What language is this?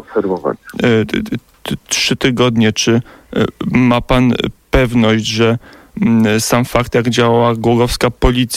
Polish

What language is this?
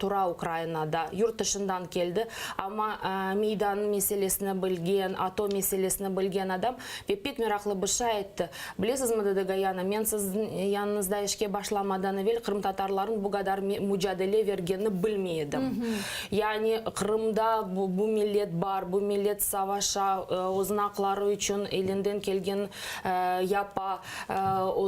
Crimean Tatar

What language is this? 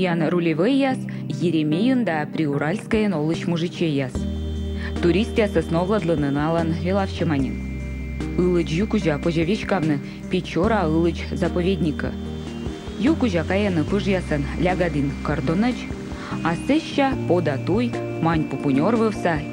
Komi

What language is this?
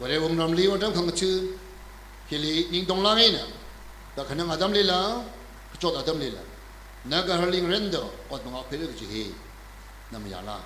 Tangkhul Naga (India)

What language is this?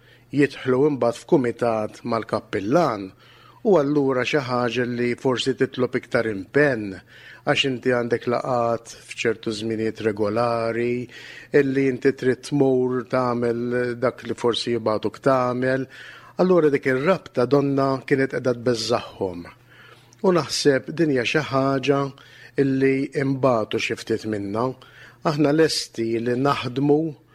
Maltese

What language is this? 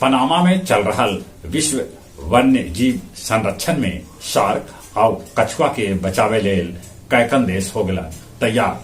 Magahi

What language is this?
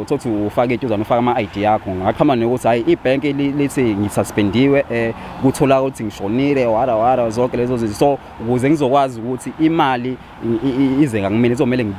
Zulu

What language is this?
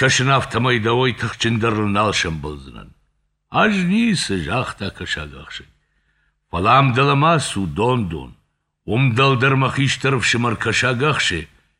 Ossetic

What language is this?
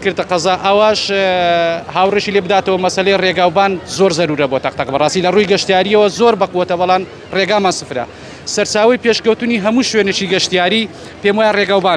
Central Kurdish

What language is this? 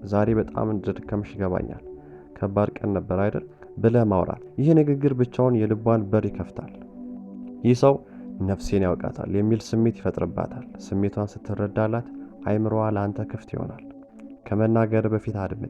Amharic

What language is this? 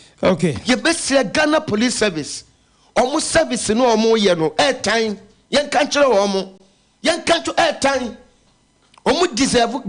Akan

